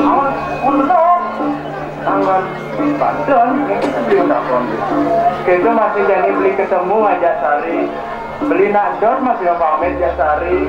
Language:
Balinese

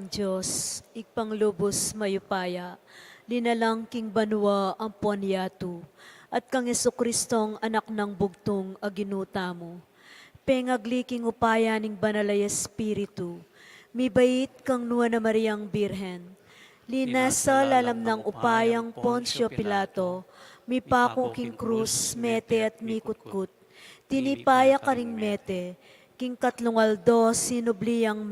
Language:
Pampanga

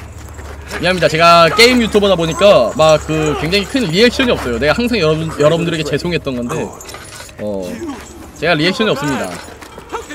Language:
Korean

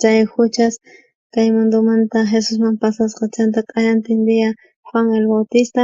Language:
South Bolivian Quechua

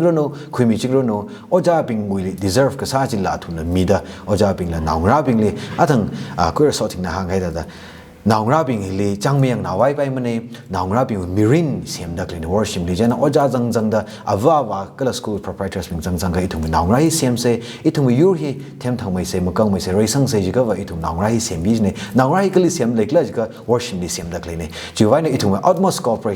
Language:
Tangkhul Naga (India)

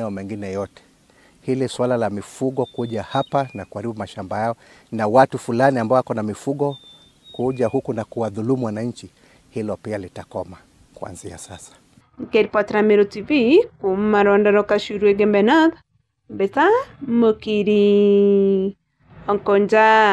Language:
Meru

